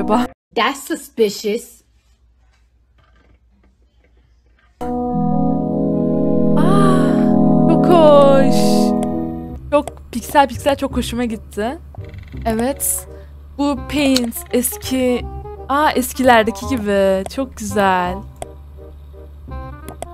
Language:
Turkish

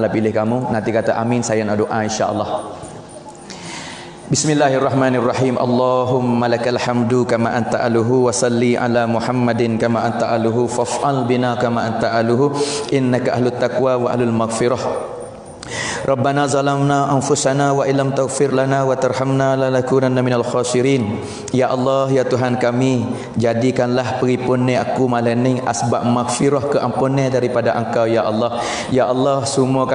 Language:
Malay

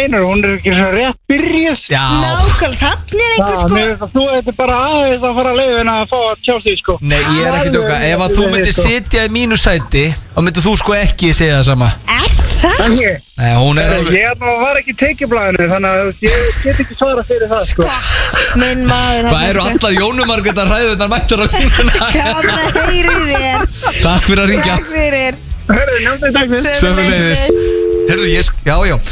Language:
Icelandic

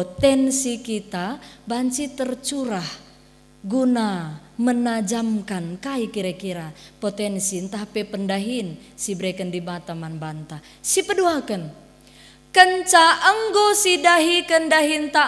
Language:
Batak Karo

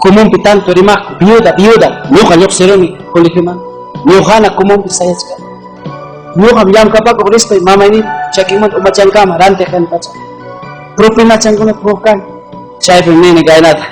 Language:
Ayacucho Quechua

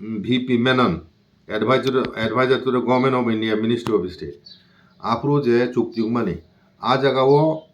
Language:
Kok Borok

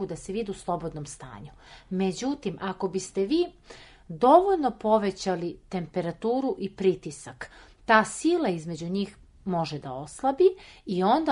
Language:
Serbian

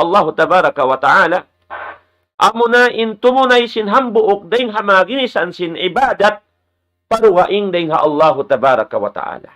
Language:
Tausug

